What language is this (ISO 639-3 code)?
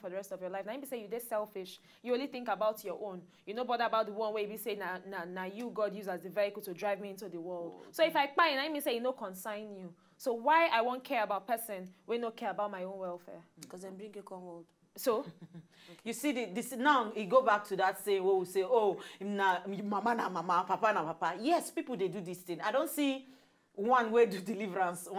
pcm